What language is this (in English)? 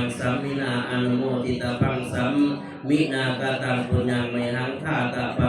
Northeastern Thai